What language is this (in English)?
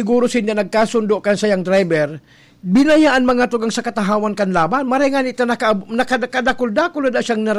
Bikol